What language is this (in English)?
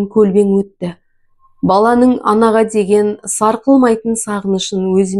Kazakh